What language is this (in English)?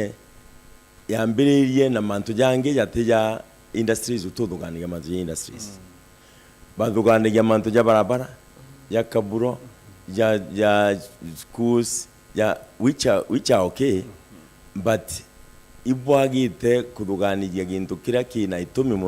Meru